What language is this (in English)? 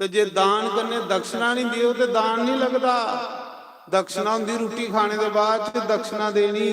Dogri